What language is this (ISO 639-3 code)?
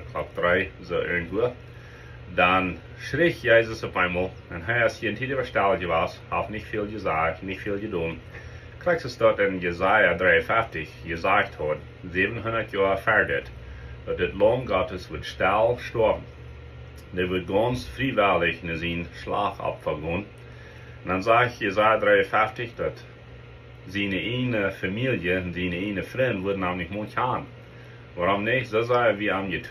pdt